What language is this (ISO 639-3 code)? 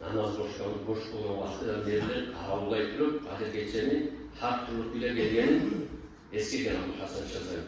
kum